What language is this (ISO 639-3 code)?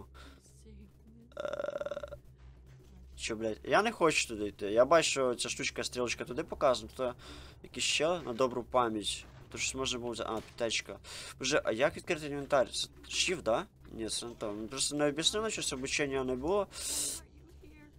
ukr